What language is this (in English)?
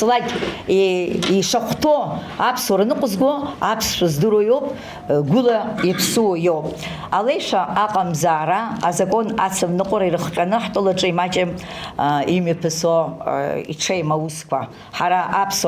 Abkhazian